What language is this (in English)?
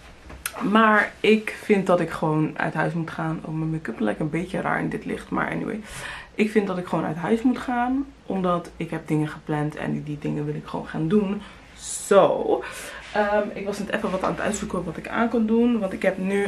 Dutch